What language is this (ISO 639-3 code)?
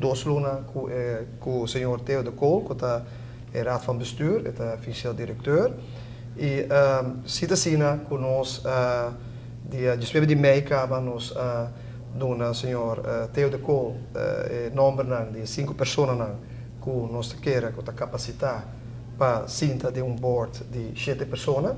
pap